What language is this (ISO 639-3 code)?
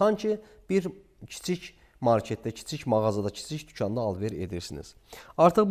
aze